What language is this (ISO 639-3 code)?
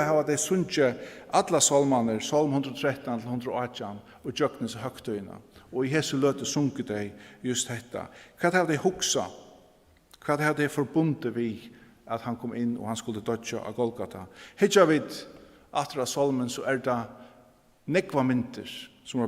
fao